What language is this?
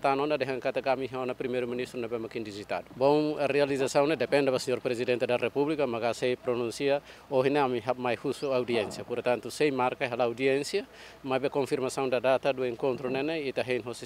Tetum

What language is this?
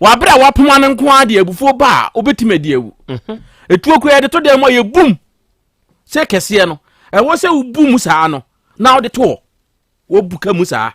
Akan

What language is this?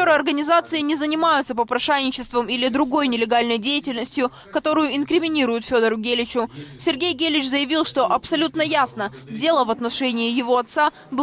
Russian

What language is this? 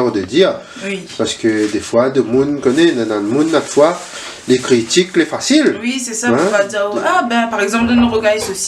Réunion Creole French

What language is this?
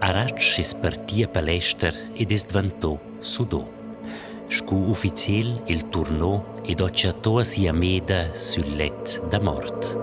Romansh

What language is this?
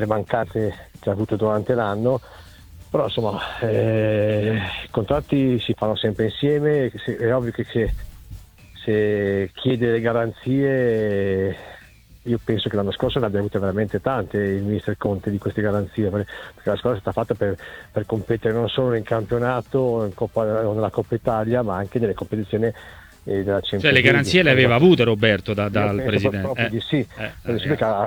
Italian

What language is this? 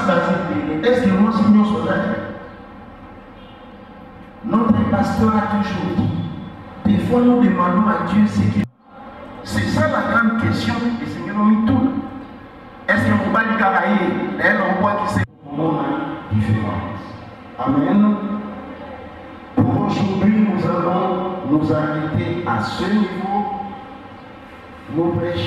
French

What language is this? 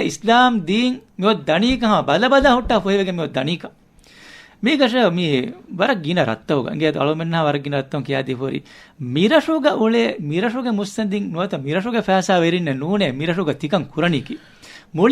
Divehi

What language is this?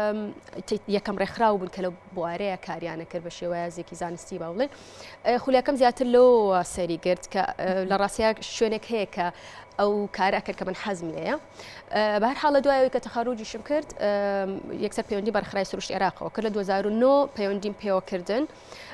Central Kurdish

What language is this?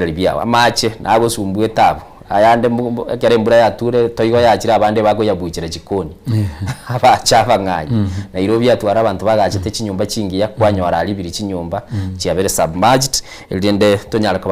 Gusii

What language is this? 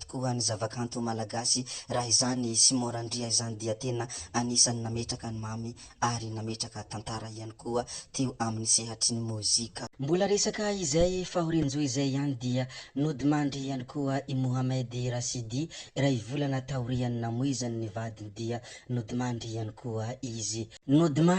Malagasy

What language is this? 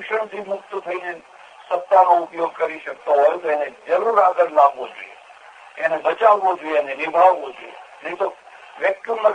Gujarati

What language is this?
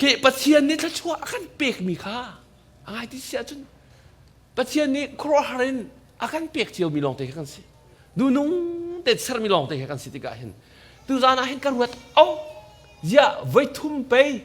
Hakha Chin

